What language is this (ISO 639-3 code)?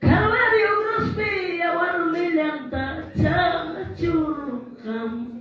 que